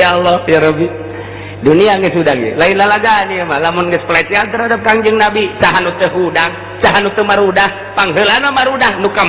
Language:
Sundanese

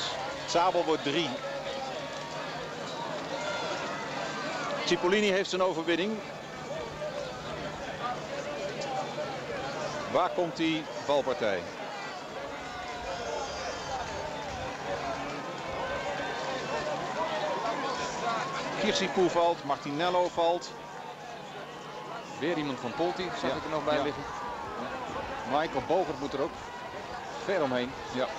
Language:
Dutch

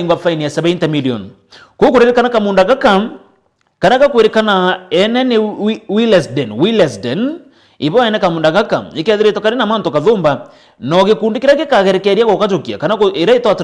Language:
Meru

